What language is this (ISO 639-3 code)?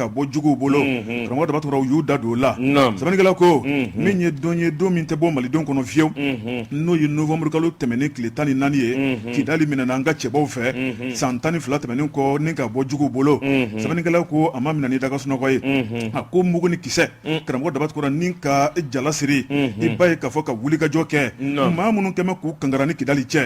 bam